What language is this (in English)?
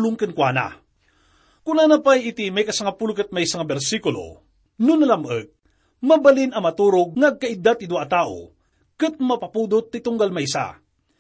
Iloko